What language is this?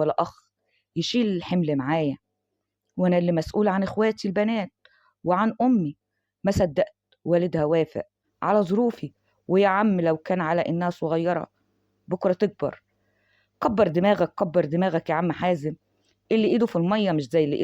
Egyptian Arabic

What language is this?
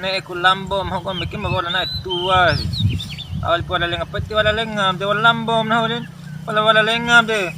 Bima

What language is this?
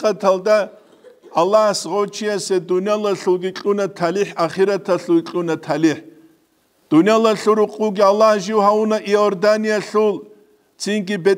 Avaric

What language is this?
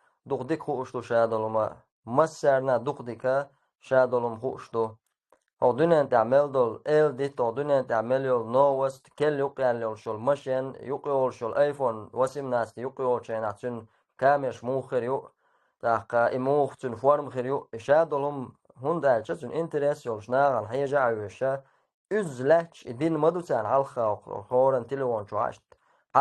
Chechen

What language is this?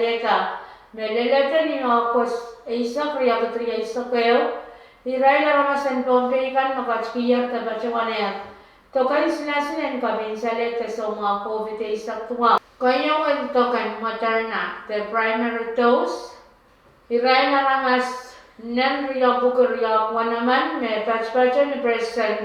Pohnpeian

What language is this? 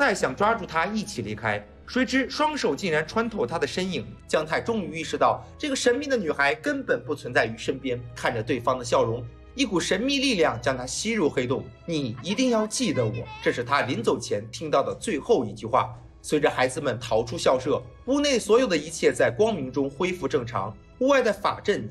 Chinese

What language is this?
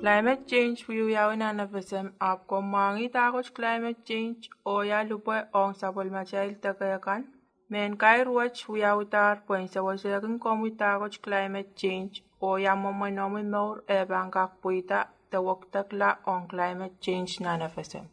Pohnpeian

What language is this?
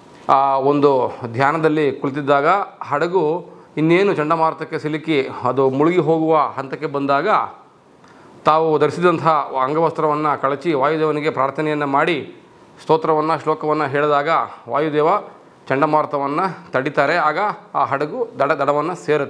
Kannada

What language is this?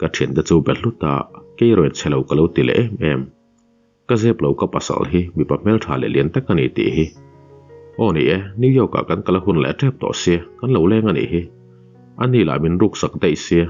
Mizo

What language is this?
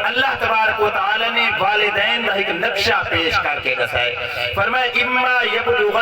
Saraiki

